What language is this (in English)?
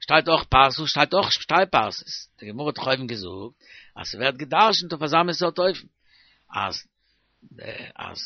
Yiddish